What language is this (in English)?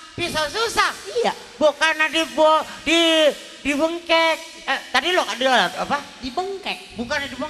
Betawi